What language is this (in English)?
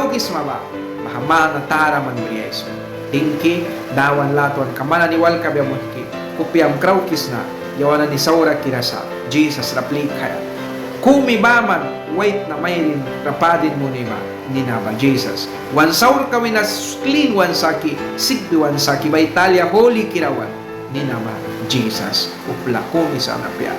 Mískito